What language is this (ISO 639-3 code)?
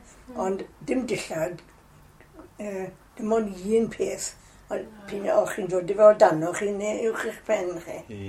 cym